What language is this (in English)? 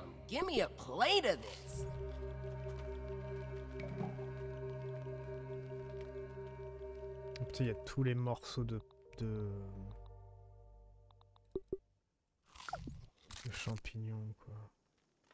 French